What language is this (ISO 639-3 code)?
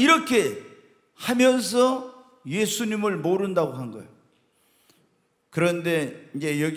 kor